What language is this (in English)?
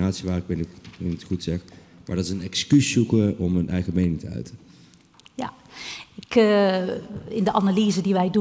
Dutch